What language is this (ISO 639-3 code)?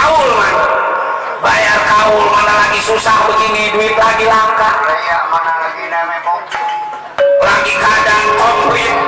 bew